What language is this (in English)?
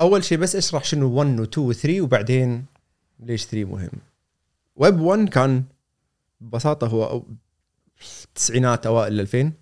Gulf Arabic